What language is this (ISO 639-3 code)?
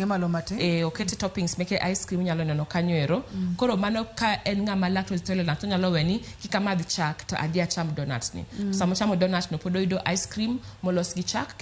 luo